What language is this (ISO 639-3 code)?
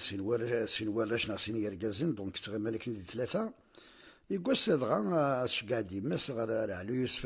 kab